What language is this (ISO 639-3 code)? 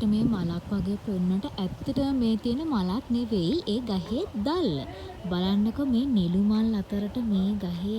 sin